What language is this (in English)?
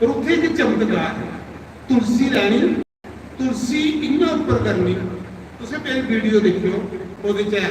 Dogri